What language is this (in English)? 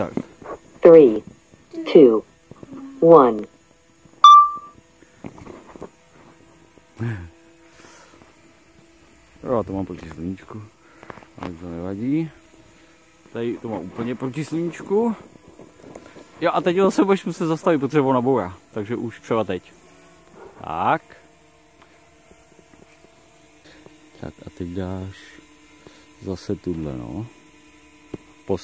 Czech